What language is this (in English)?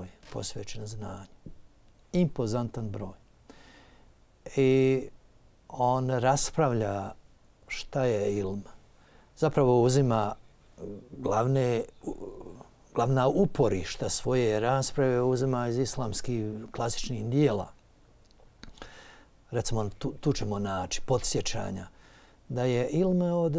Bosnian